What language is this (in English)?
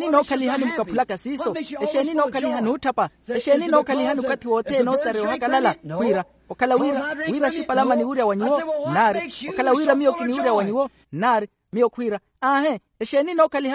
Makhuwa